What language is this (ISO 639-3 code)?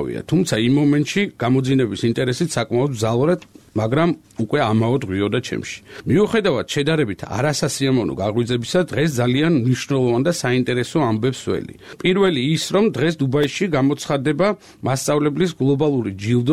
kat